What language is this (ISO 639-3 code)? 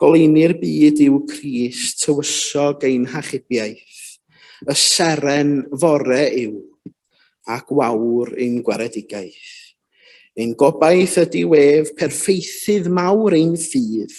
cym